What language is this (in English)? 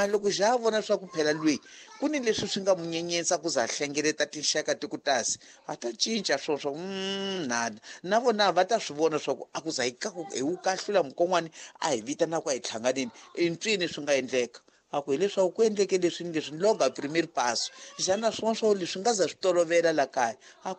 Tsonga